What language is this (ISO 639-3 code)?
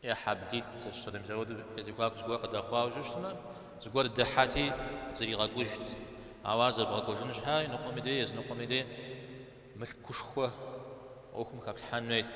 kbd